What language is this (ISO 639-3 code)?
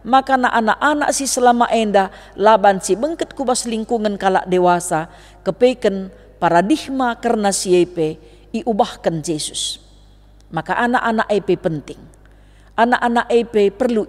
btx